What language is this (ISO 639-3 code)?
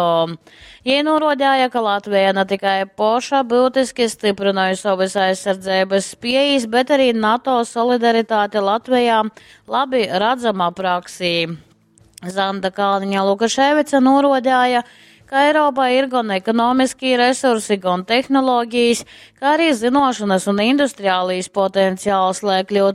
ltg